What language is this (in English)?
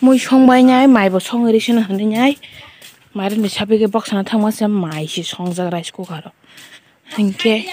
Kok Borok